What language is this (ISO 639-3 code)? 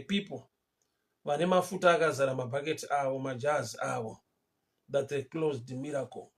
sna